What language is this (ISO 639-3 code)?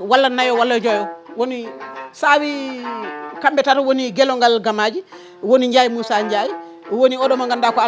ful